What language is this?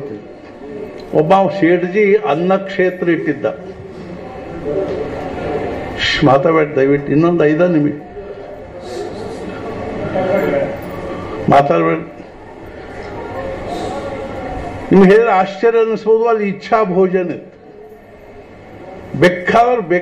Kannada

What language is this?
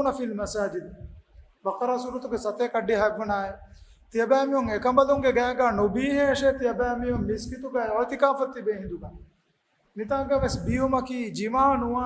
Divehi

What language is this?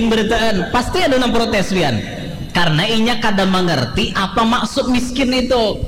Banjar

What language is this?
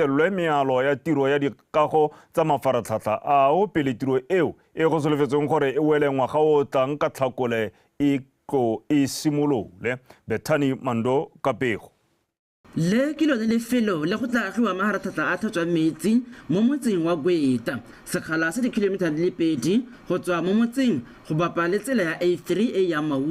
Tswana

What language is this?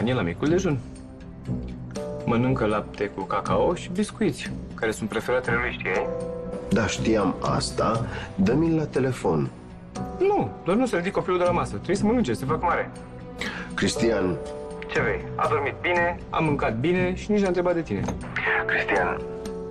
Romanian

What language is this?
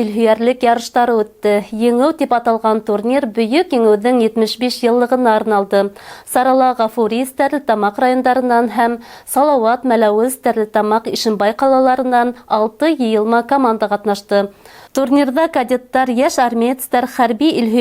Bashkir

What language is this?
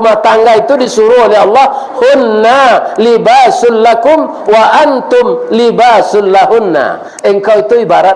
Minangkabau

